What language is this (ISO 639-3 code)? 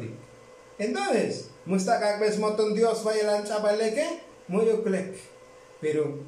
tzo